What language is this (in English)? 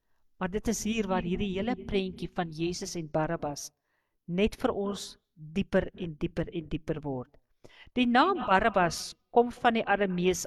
Afrikaans